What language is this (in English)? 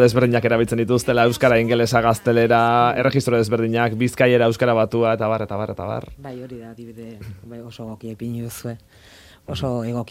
Basque